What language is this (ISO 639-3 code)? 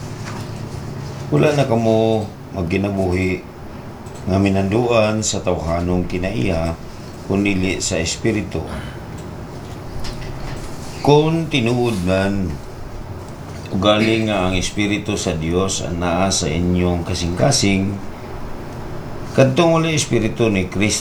ceb